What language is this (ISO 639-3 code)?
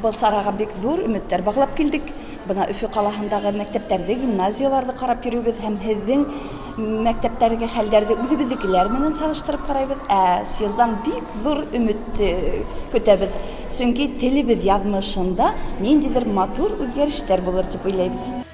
bak